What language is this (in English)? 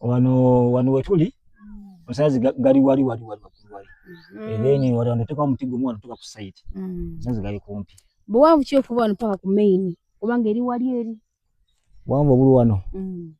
Ganda